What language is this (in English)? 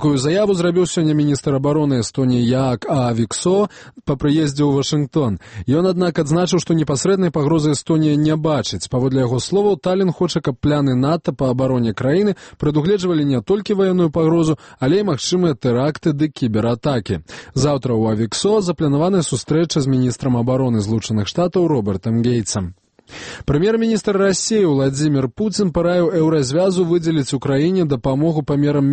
Belarusian